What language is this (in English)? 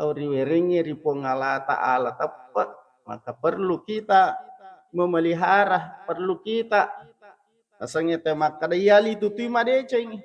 Buginese